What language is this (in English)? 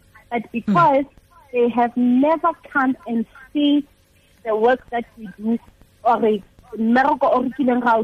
Tswana